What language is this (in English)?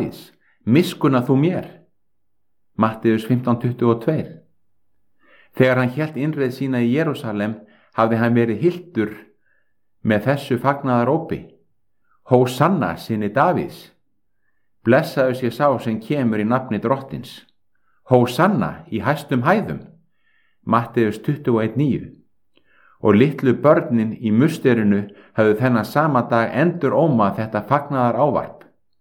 Icelandic